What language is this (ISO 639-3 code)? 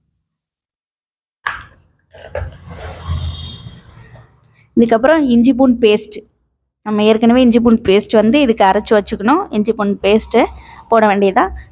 tam